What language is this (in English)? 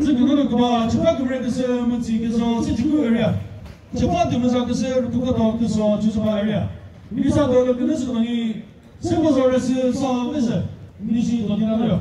Chokri Naga